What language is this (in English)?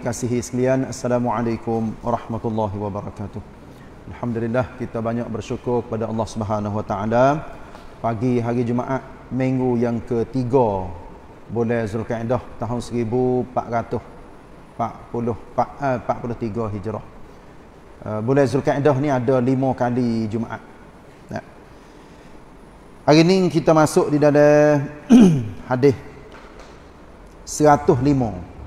Malay